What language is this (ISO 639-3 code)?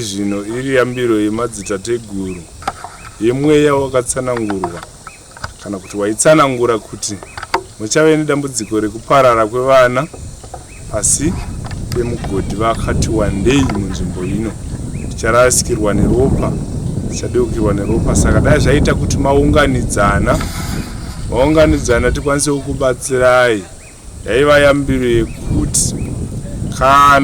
sna